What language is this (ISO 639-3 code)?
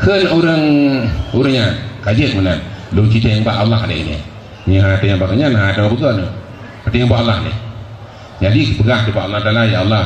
ace